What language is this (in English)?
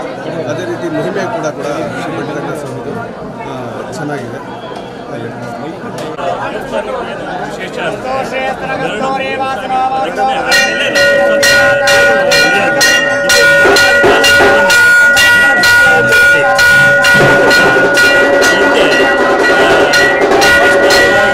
Kannada